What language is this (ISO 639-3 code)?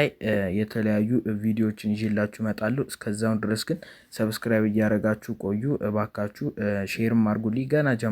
amh